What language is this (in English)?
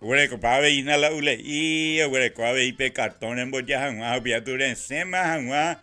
Guarani